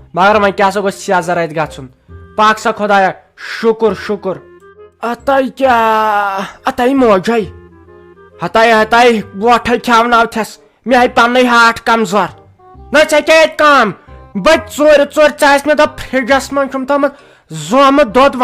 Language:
Kashmiri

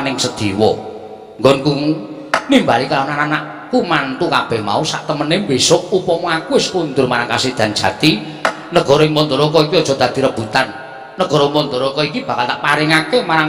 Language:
Javanese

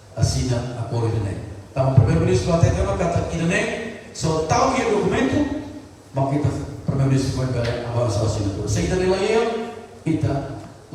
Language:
Tetum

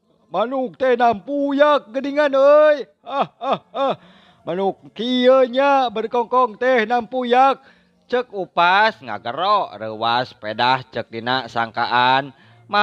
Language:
Sundanese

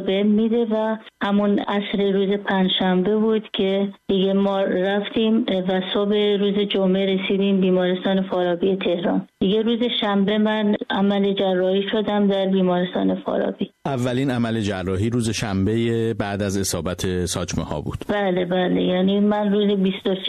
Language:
Persian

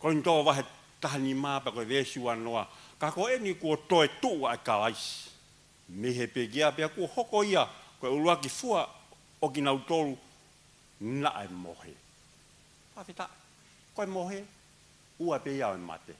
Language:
Tongan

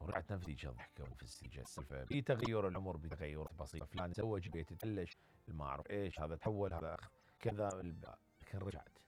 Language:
Mesopotamian Arabic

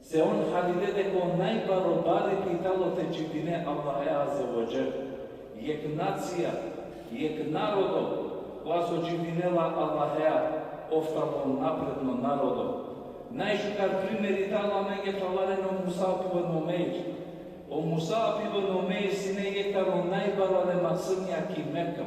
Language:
Balkan Romani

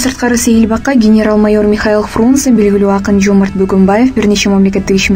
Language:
Kyrgyz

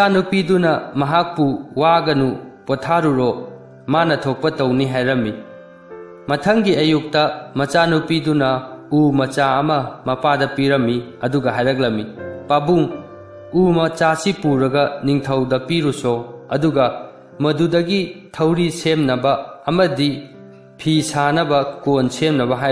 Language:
Manipuri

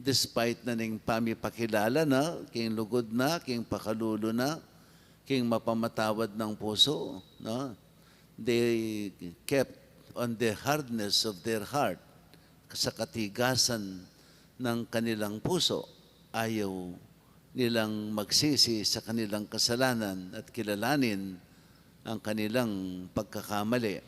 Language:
Pampanga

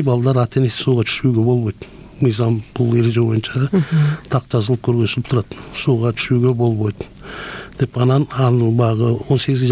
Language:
Kyrgyz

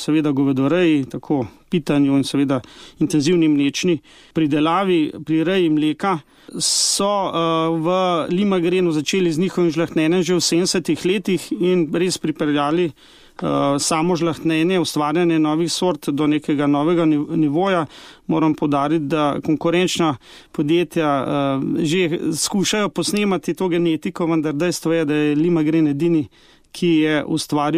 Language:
Slovenian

